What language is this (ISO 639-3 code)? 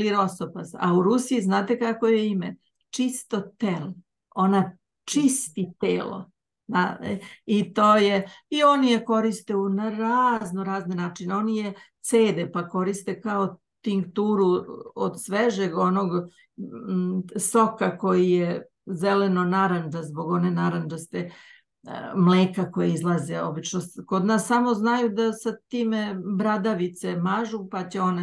srp